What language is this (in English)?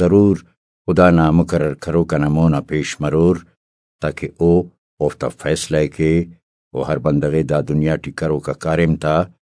Brahui